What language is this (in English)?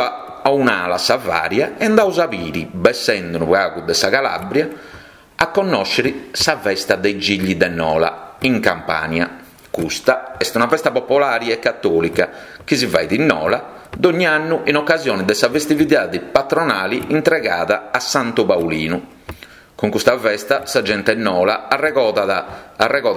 Sardinian